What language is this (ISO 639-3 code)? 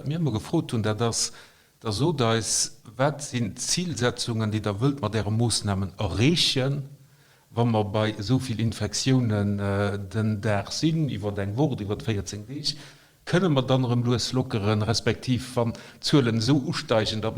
ltz